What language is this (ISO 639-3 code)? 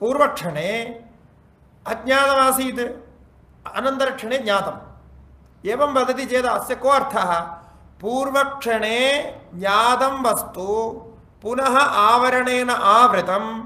san